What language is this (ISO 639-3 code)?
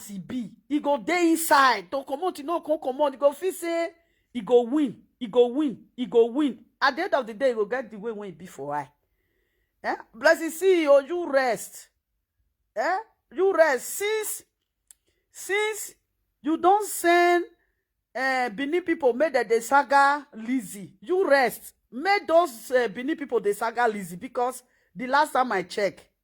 pcm